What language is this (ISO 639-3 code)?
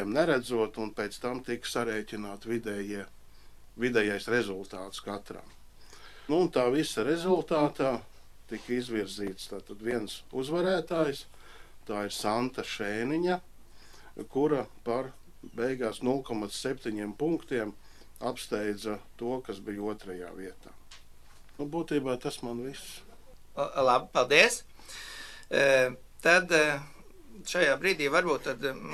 lav